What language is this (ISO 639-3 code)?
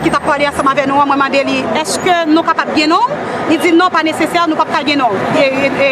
hat